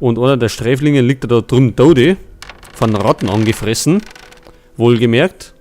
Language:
Bavarian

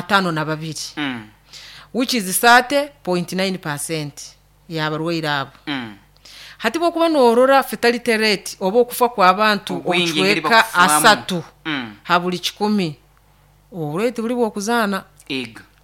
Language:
Nyoro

